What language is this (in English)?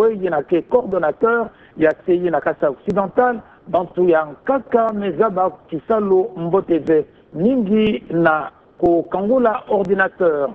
Kituba (Democratic Republic of Congo)